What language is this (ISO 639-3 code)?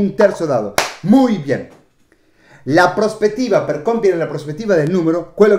ita